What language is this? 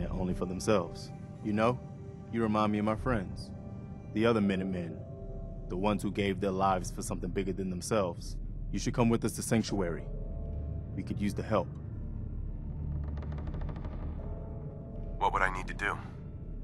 English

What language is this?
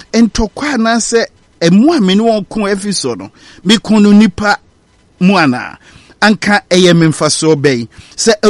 Akan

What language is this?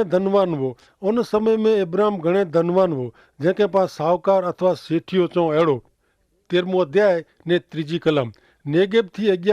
Kachhi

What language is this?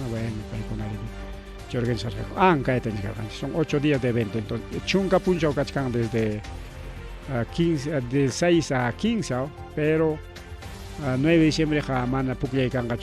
Ayacucho Quechua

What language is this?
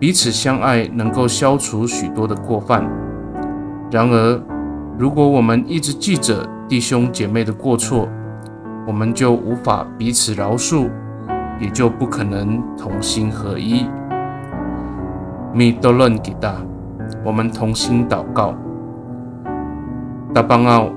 Amis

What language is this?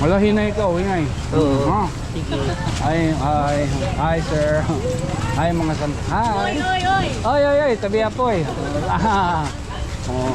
Waray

